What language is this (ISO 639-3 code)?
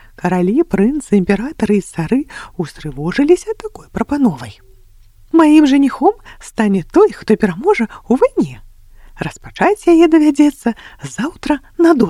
bel